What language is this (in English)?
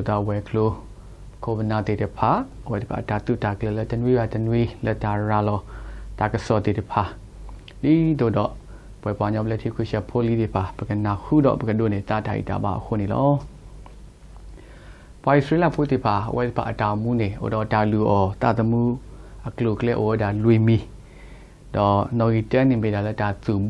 S'gaw Karen